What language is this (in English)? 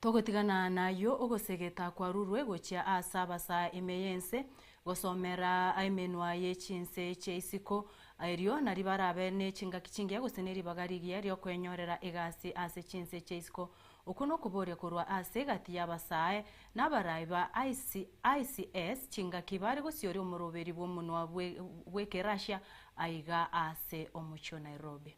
Gusii